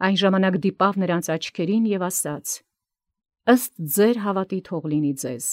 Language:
Armenian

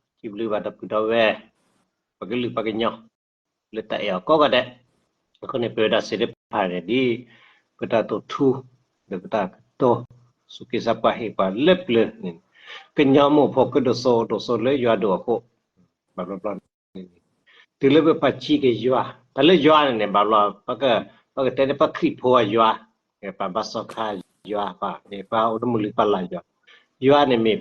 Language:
S'gaw Karen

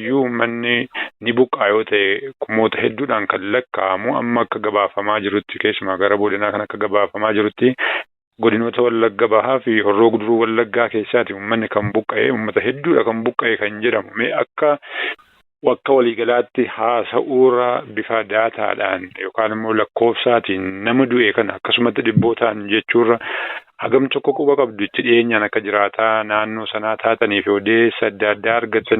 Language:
Oromo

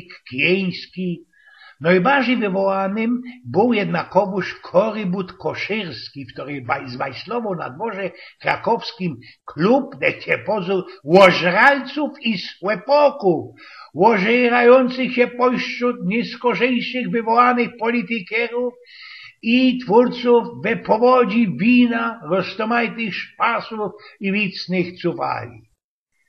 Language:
Silesian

